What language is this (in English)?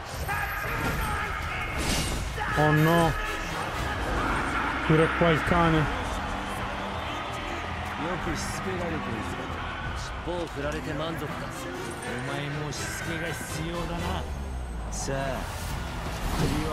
Japanese